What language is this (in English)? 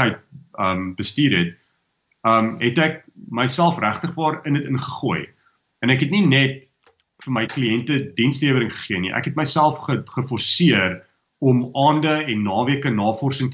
Afrikaans